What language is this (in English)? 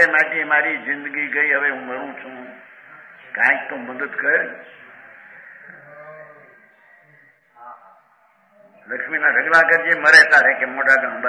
Gujarati